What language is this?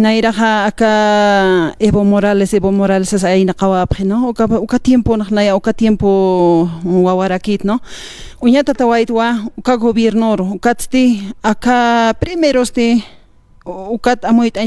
Aymara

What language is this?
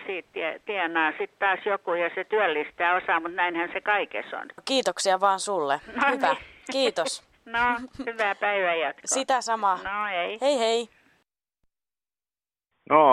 Finnish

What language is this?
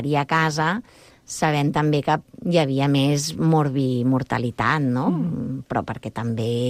Catalan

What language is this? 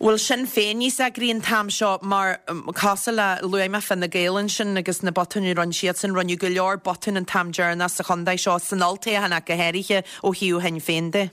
Irish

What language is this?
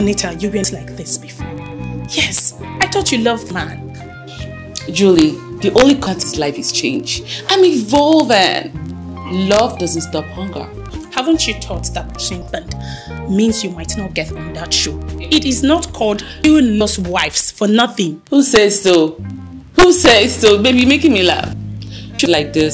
English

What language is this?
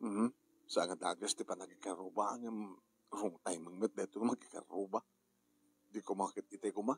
Iloko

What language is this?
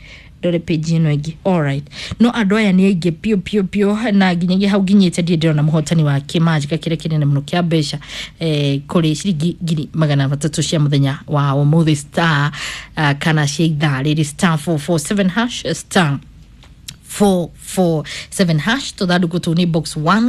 Kikuyu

